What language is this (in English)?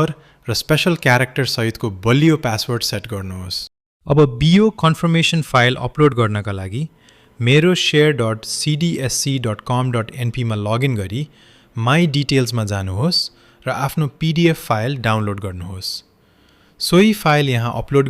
Nepali